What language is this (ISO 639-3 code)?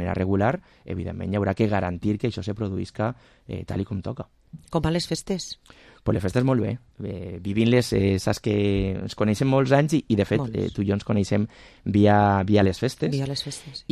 cat